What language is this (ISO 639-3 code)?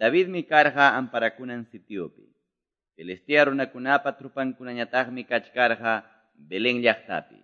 que